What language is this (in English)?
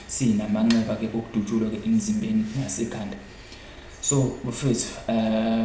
Zulu